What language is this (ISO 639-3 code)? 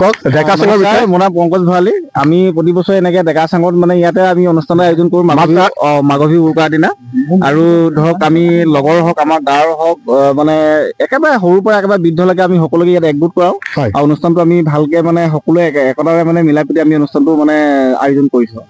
asm